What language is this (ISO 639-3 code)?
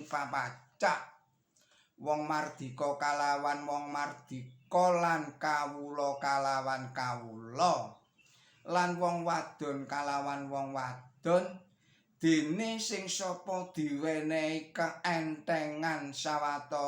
jav